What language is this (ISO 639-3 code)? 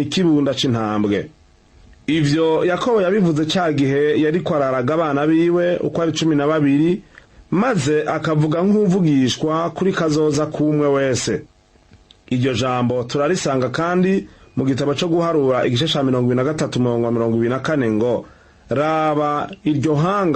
run